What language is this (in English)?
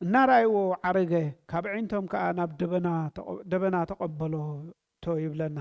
Tigrinya